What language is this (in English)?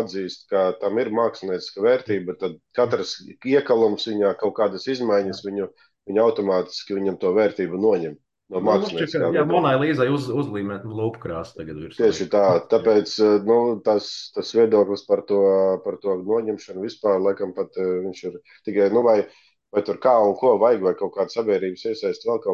Latvian